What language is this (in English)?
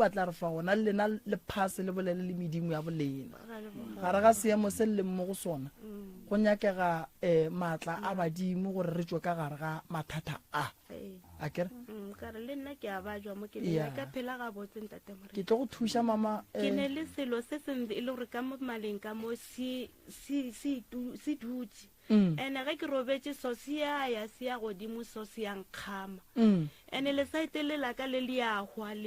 Northern Sotho